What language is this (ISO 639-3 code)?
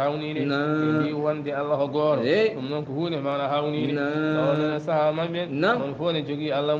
ful